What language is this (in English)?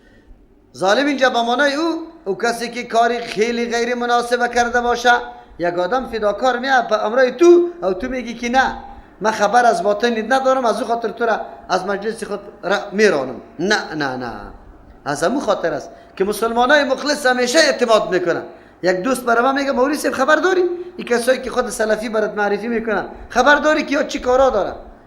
Persian